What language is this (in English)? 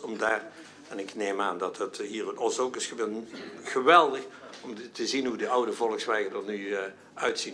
Dutch